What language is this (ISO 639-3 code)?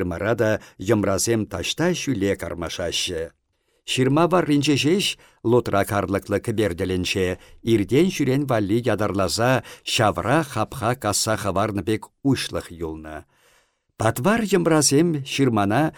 chv